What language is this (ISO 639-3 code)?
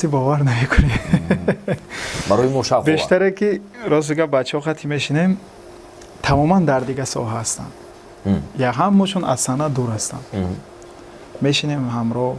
tgk